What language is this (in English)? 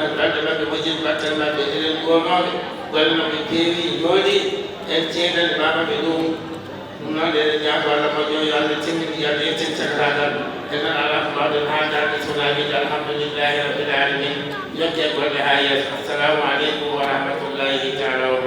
Fula